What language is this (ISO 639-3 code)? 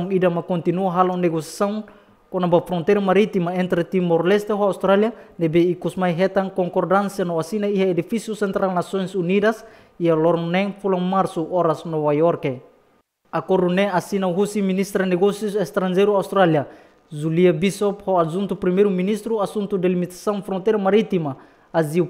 tet